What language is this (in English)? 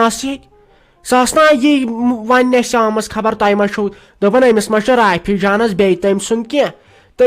Kashmiri